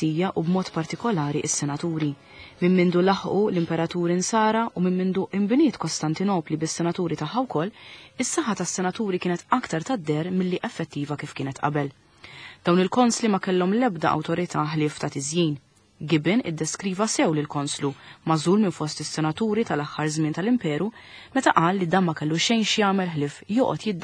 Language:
Maltese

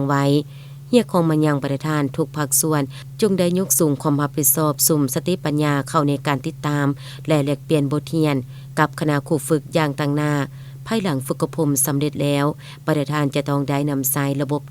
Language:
Lao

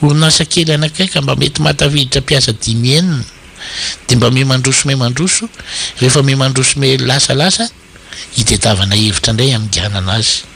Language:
Malagasy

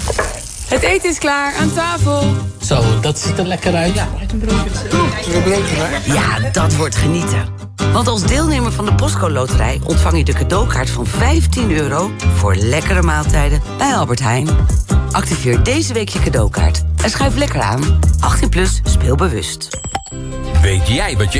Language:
Dutch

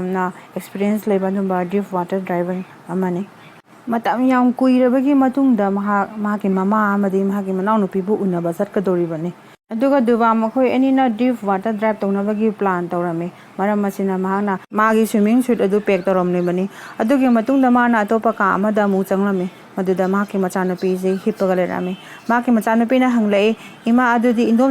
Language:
Manipuri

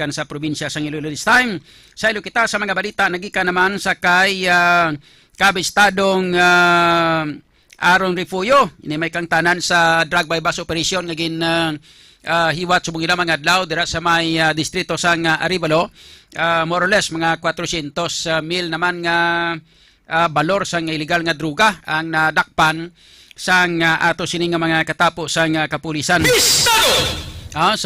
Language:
Hiligaynon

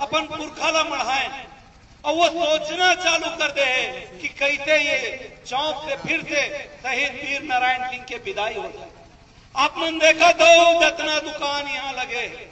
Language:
Chhattisgarhi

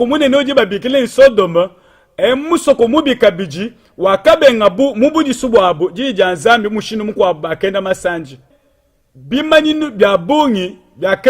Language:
Luba-Lulua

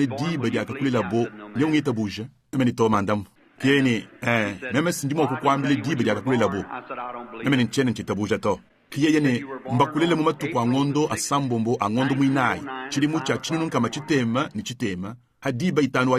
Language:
Luba-Lulua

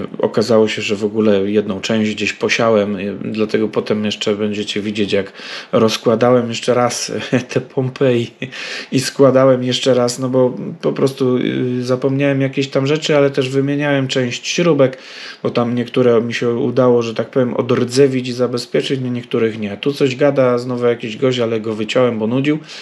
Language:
Polish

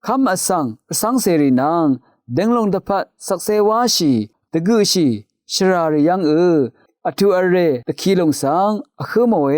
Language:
Rawang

